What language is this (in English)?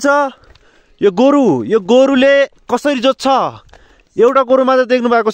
Nepali